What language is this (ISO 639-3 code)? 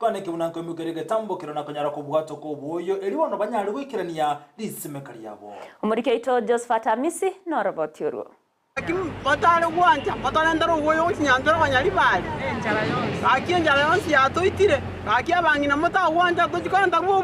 guz